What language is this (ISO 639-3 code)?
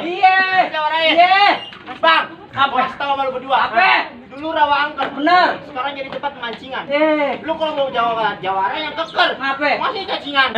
bew